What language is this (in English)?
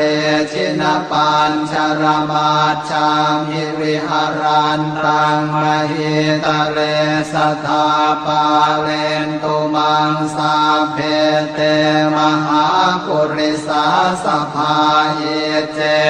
Pali